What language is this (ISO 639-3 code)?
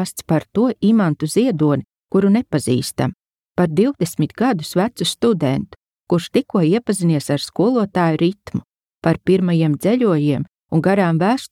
lav